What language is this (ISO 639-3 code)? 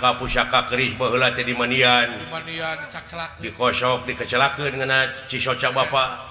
sun